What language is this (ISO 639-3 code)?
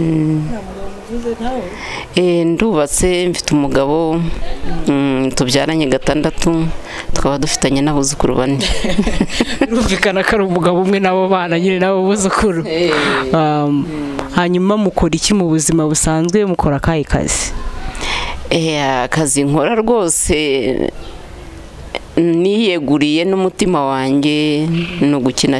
kin